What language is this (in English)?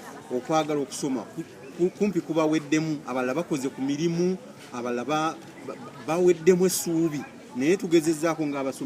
Ganda